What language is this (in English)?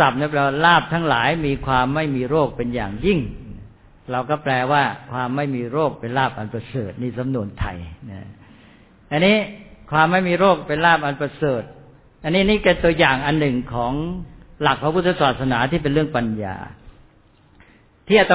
Thai